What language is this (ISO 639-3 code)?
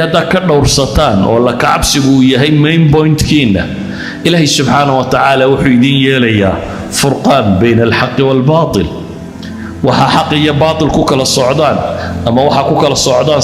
som